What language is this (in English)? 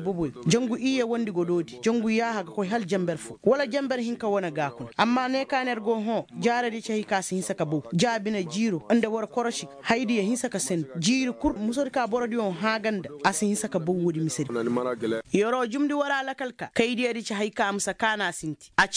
Koyraboro Senni